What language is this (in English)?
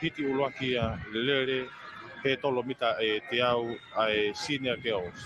Tongan